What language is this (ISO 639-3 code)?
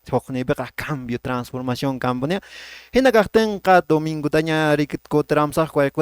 que